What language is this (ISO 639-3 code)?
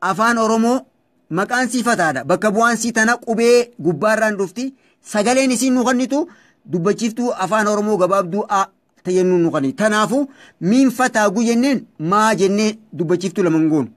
orm